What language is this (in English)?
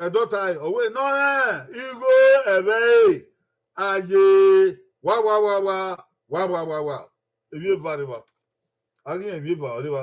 Bini